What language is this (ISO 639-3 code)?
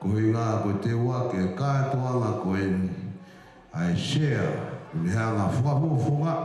ton